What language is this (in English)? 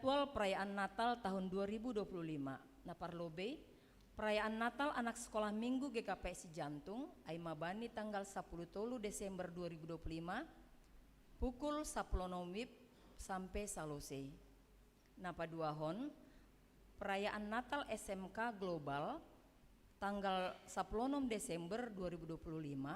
Batak Simalungun